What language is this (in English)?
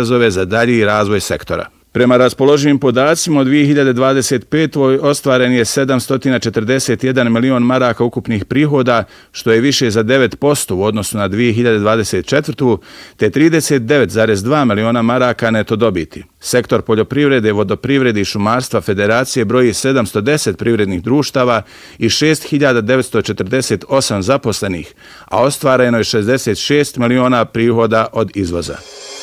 Bosnian